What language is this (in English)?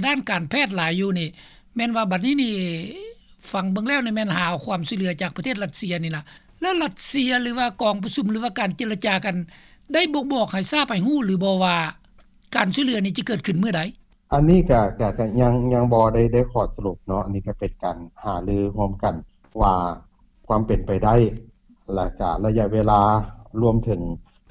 Lao